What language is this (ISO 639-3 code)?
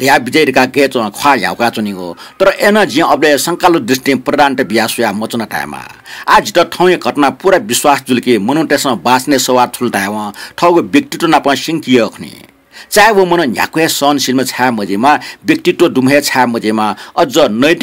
new